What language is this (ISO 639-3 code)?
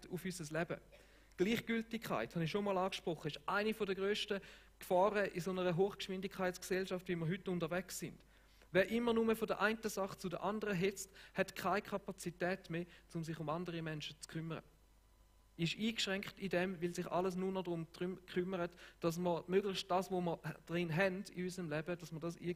gsw